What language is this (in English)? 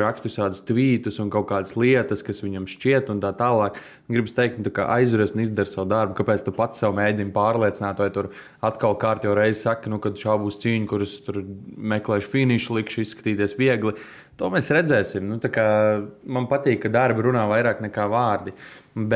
Latvian